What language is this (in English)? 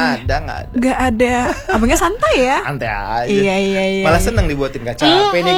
Indonesian